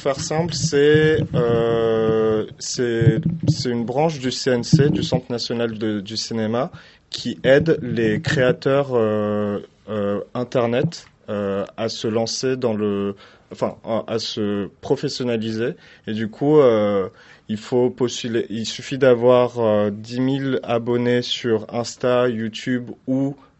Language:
French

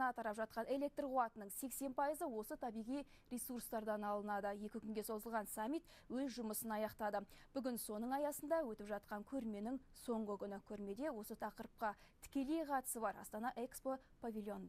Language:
Kazakh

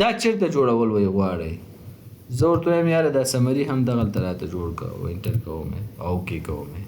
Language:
Pashto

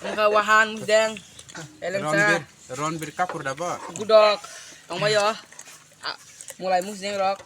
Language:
Kok Borok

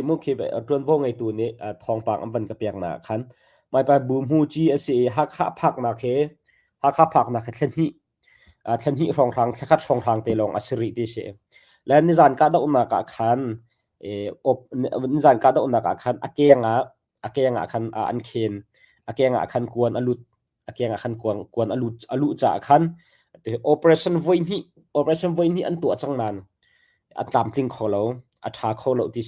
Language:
Hakha Chin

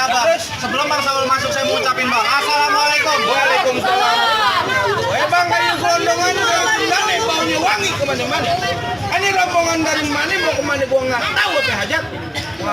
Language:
Betawi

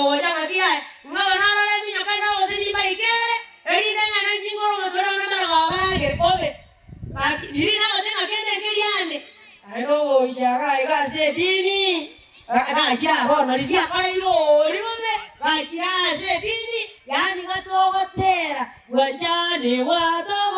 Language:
Gusii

